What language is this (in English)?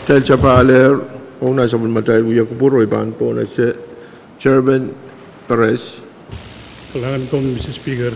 Pohnpeian